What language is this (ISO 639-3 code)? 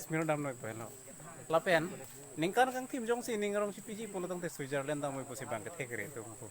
mjw